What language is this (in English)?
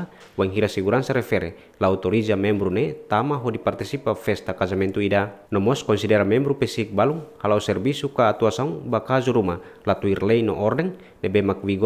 Tetum